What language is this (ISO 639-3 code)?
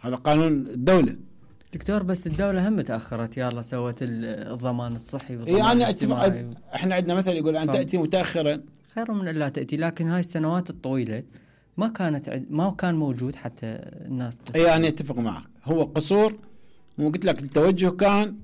acm